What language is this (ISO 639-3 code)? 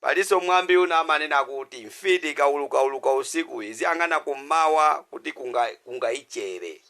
nya